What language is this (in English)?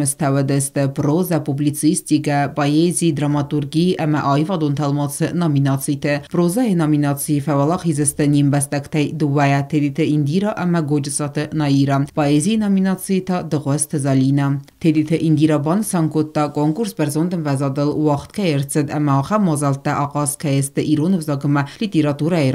Ossetic